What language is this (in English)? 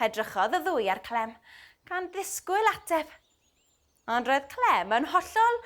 Welsh